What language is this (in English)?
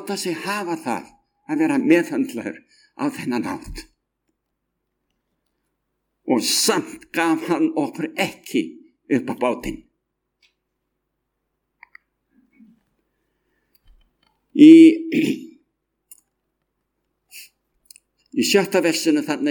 Icelandic